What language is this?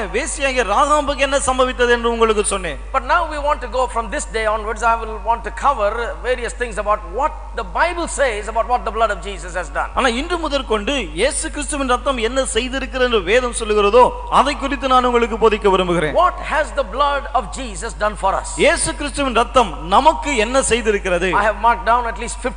Tamil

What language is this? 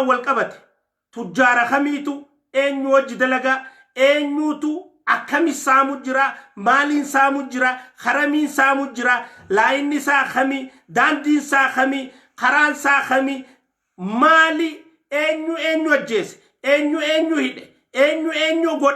Oromo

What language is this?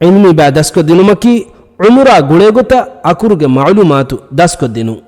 Divehi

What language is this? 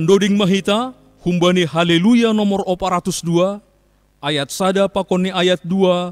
Batak Simalungun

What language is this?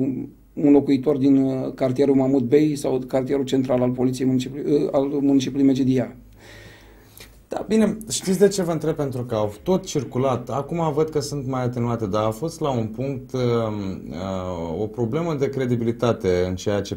Romanian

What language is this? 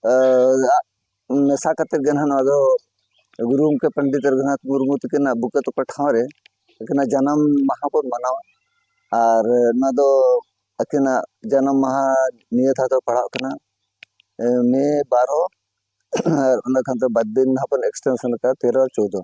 Santali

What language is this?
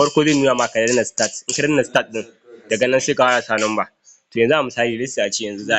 Hausa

